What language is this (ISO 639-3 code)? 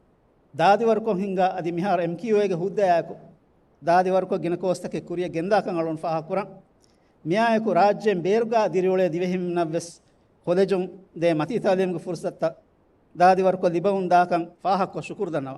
div